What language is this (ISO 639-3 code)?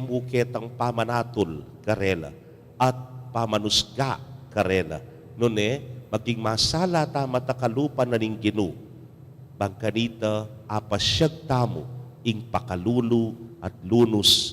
pam